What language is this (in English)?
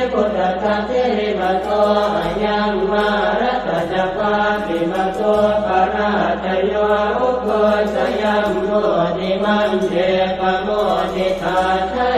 Pali